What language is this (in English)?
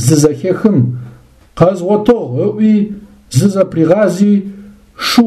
Adyghe